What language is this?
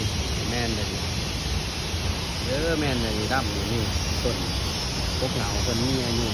Lao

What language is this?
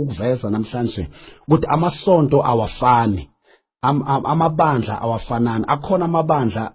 Zulu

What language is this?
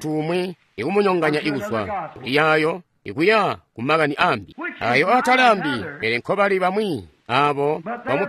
Tonga (Zambia)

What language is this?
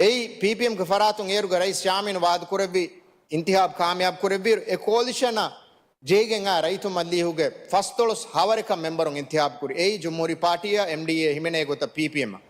Divehi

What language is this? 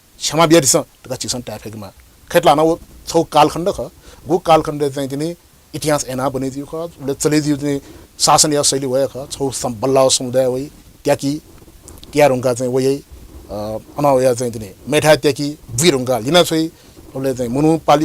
Newari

